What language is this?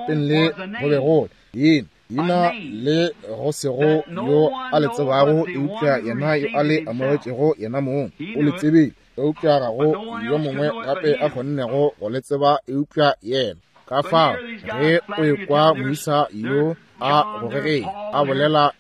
Northern Sotho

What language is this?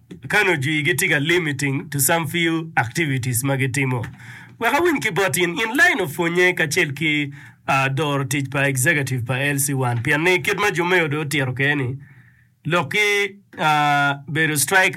Acoli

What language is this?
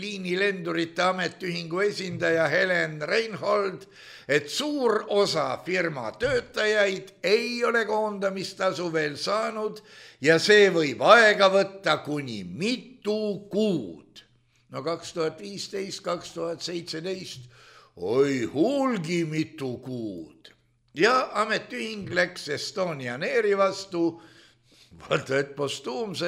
Estonian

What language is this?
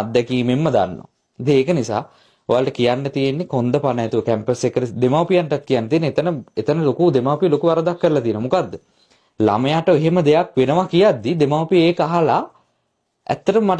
Sinhala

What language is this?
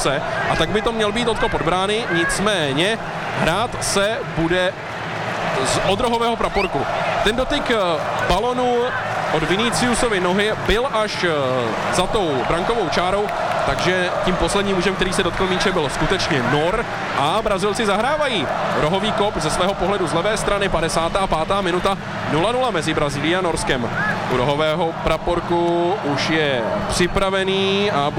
Czech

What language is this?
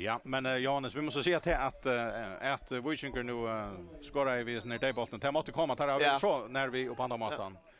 Faroese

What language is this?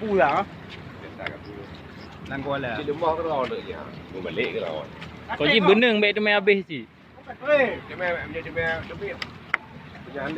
Achinese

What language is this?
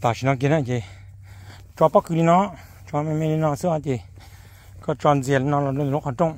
Hmong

